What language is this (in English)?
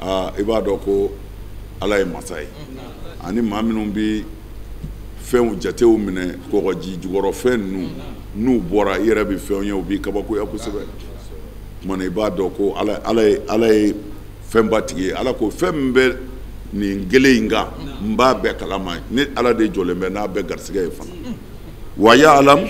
Bambara